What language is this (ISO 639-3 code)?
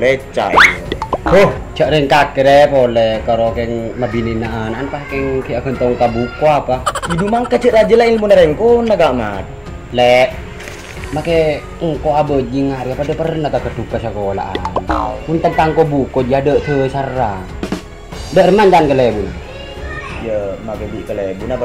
mad